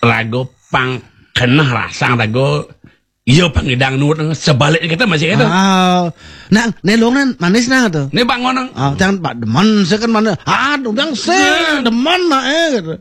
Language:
Balinese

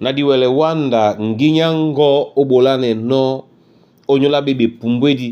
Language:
Duala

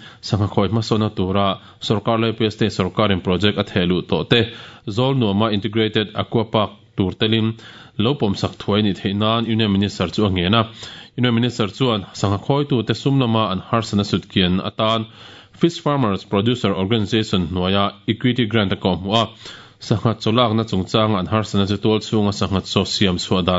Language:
Mizo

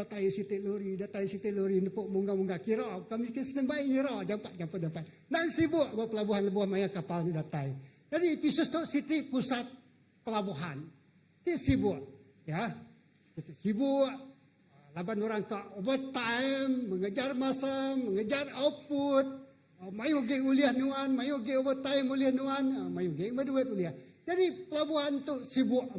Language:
Iban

